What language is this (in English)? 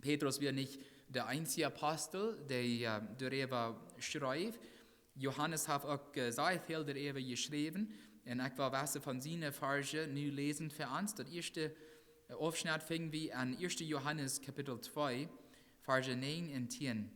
Plautdietsch